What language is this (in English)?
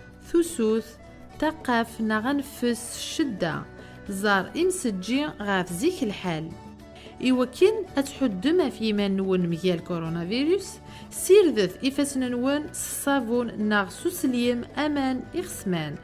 Kabyle